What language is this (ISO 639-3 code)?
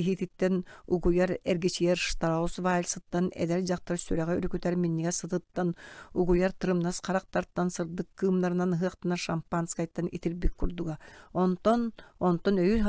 sah